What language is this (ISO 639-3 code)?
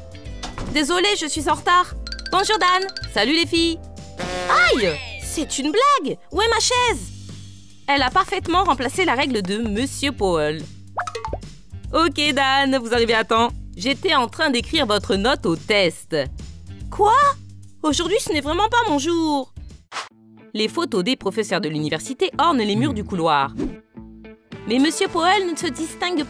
fra